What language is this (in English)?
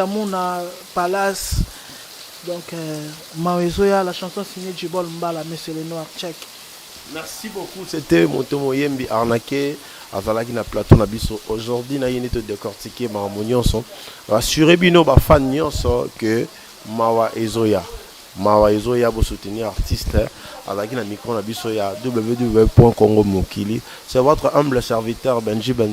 Lingala